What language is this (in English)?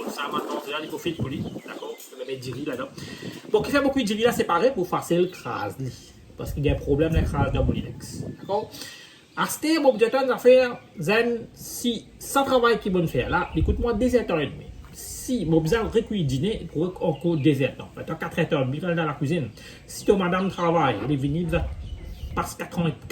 Morisyen